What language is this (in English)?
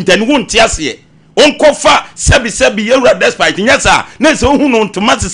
Akan